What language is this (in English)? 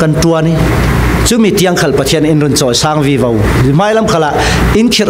Falam Chin